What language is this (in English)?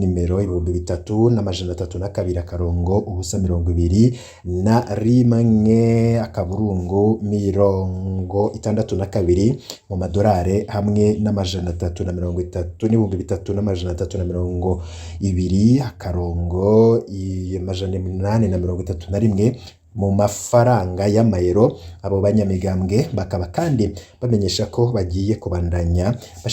Rundi